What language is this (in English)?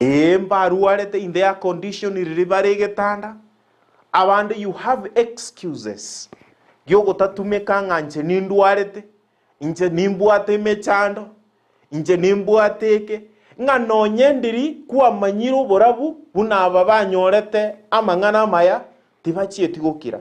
Gusii